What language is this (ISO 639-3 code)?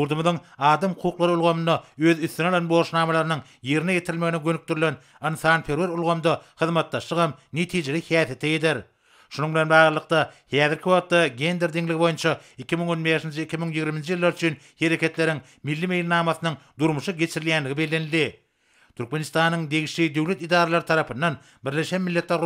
tuk